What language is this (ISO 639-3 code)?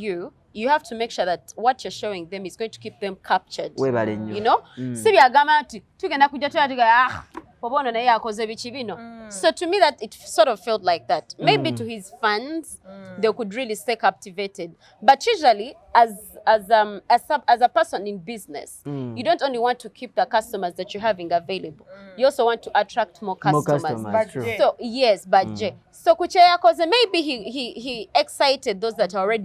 lug